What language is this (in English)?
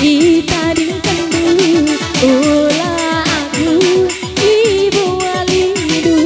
Batak Karo